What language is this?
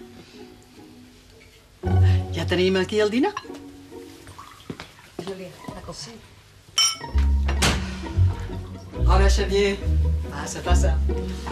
Catalan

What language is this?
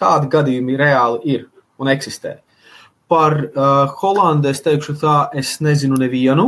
Latvian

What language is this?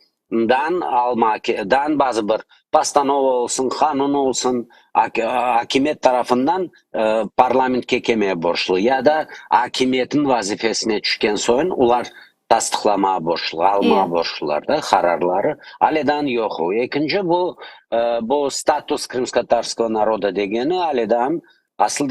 Crimean Tatar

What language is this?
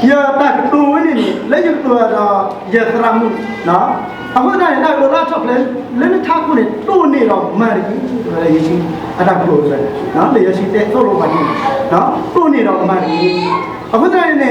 S'gaw Karen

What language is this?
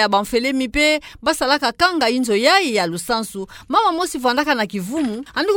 Kituba (Democratic Republic of Congo)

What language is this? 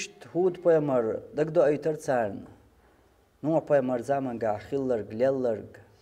Chechen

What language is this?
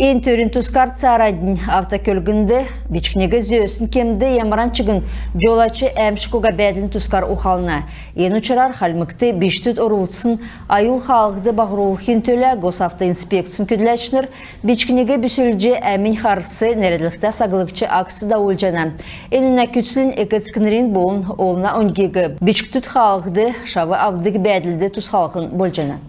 Kalmyk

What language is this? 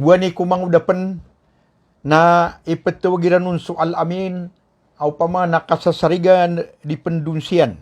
Maranao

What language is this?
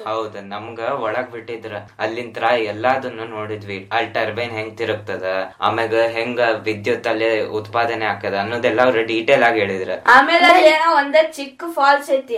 Kannada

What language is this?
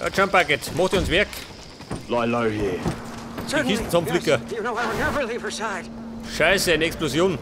Bavarian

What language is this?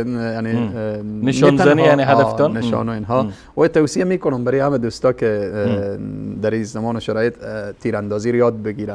Persian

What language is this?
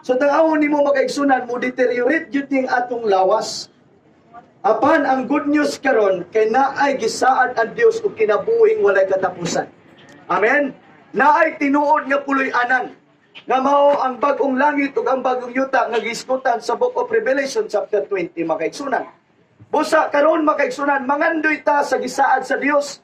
Cebuano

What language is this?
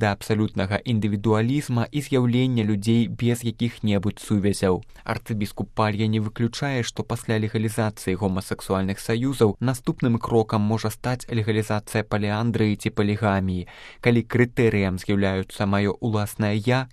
Belarusian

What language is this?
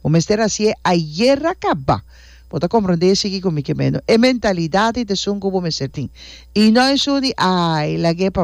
Papiamento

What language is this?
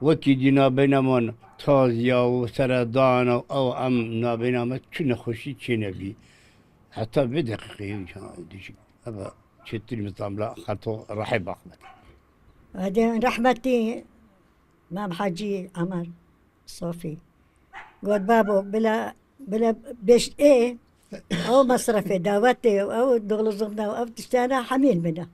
Kurdish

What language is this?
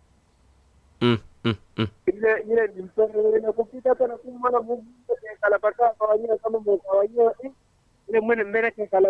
Swahili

